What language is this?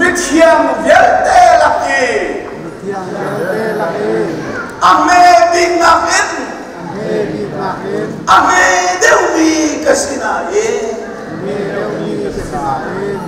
Hakha Chin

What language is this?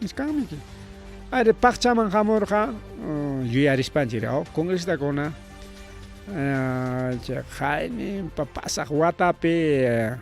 Ayacucho Quechua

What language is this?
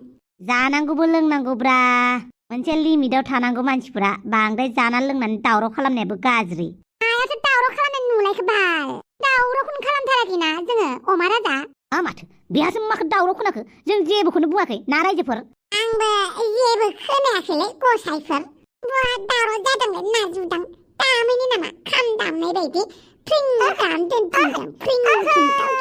Bodo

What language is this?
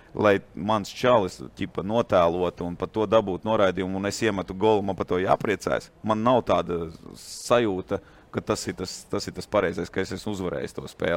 Latvian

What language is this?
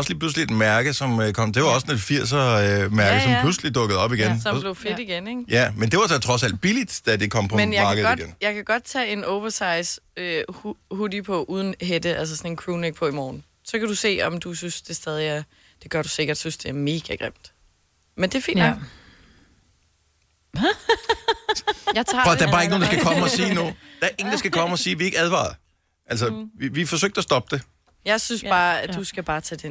Danish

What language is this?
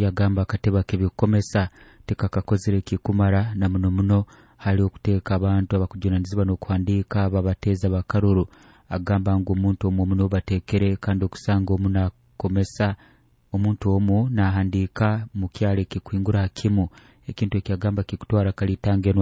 Nyoro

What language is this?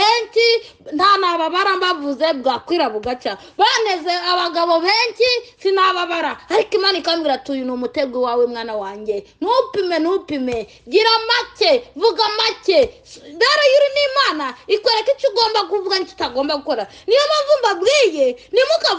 Kinyarwanda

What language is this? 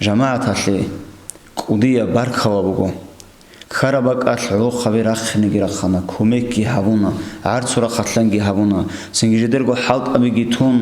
Avaric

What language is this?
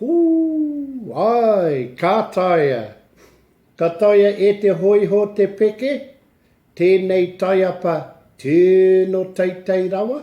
Māori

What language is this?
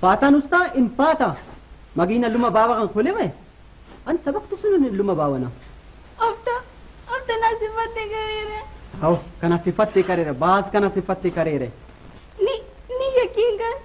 Brahui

